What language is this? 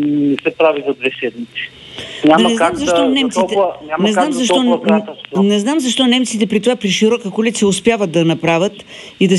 Bulgarian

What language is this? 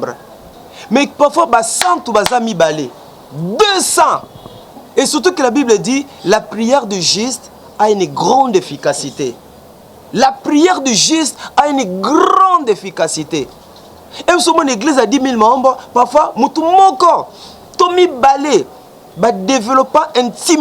Lingala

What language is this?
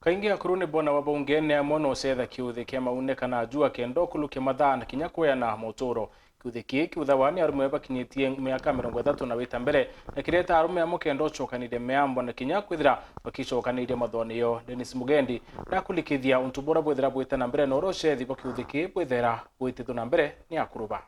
Meru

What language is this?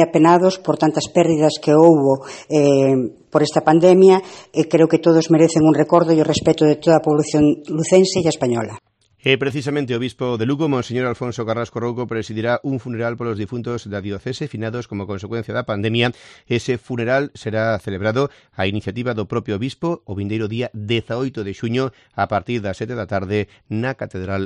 Galician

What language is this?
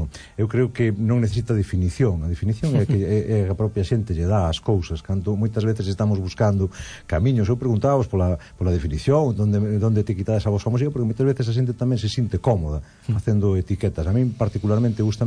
Galician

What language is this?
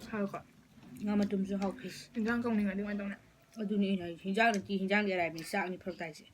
Manipuri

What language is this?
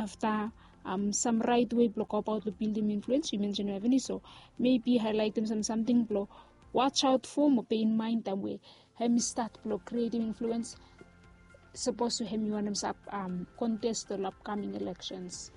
Bislama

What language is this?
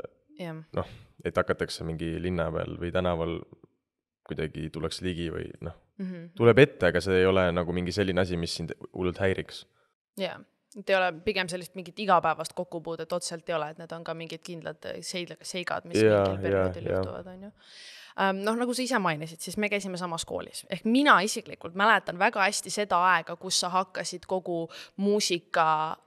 Estonian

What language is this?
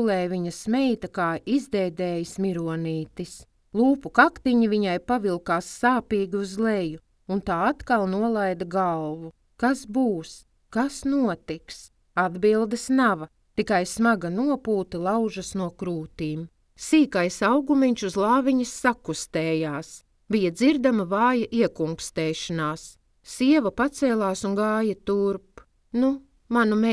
Latvian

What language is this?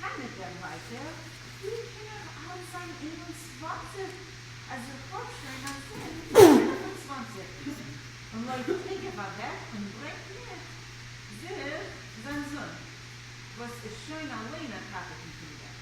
Yiddish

